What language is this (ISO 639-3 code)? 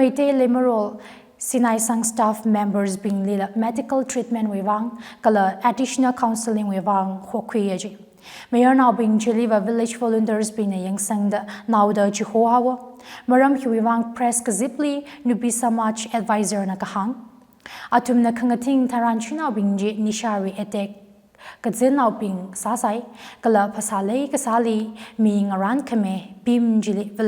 nmf